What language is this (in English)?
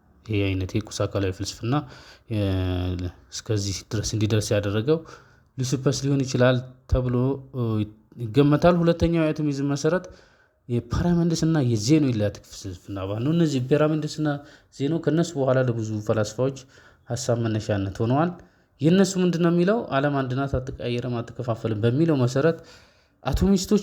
Amharic